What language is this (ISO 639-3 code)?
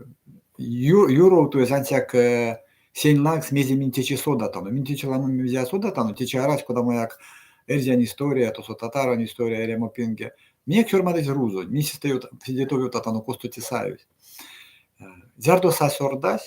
myv